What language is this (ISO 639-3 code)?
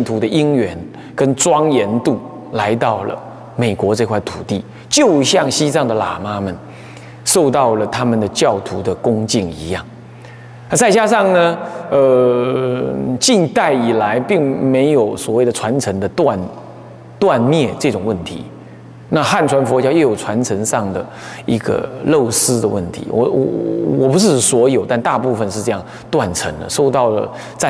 zho